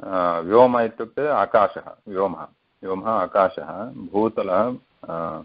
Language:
Sanskrit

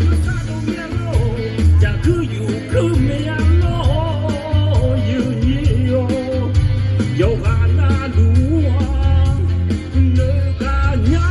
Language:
Akha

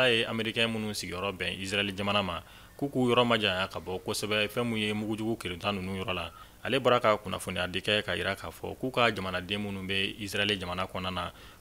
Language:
Bambara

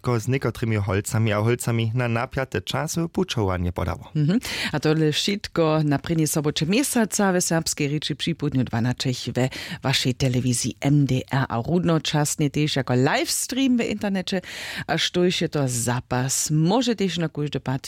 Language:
Upper Sorbian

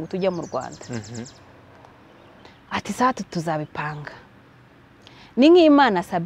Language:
Kinyarwanda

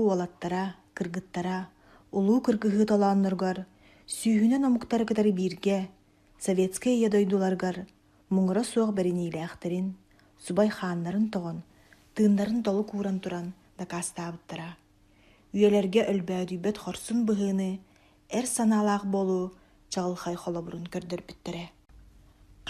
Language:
Yakut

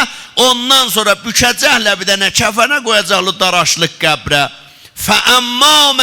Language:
South Azerbaijani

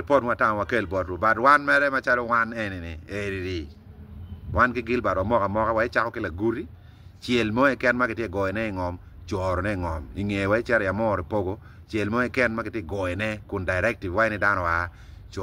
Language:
Acoli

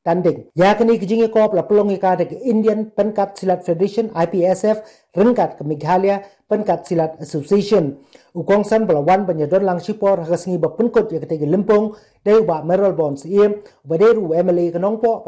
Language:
Khasi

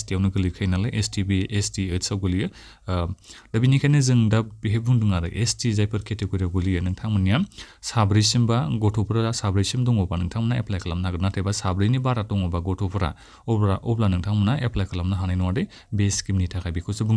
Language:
Bodo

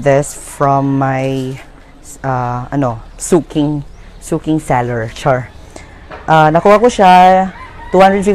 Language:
Filipino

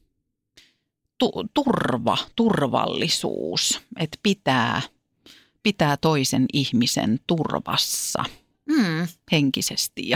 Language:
Finnish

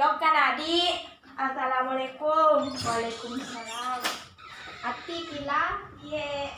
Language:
Buginese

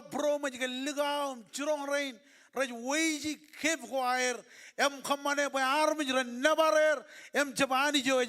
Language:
Marshallese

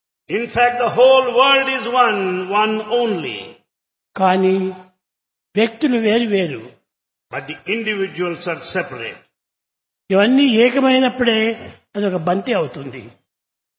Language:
Telugu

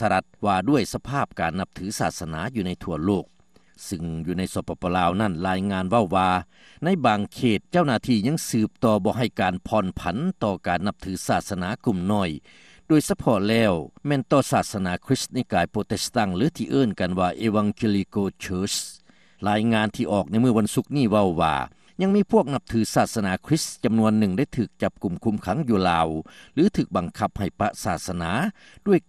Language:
Lao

